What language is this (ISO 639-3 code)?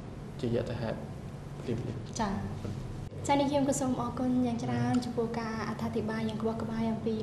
khm